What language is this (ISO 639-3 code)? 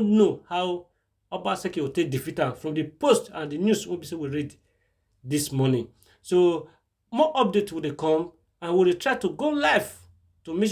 pcm